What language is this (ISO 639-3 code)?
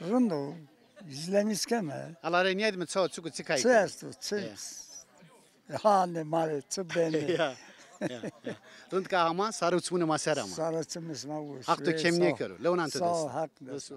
zza